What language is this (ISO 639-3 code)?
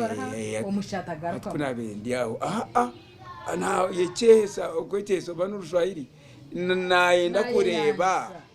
nyn